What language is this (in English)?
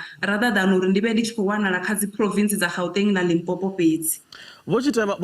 Venda